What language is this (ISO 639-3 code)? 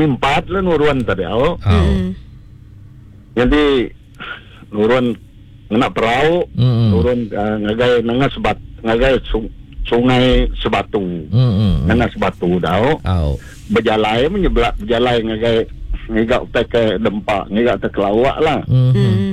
iba